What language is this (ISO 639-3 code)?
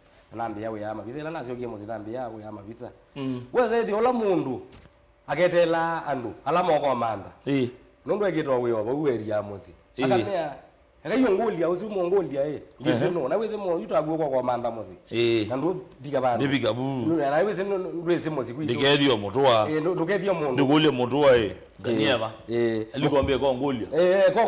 kam